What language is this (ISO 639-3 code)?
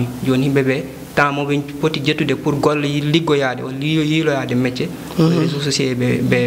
ful